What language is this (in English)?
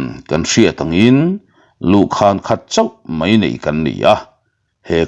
Mizo